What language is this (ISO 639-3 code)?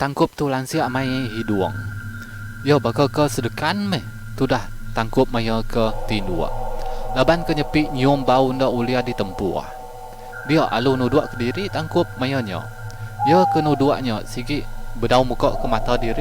iba